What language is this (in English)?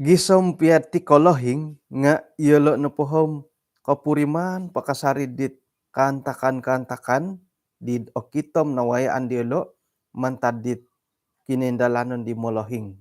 Central Dusun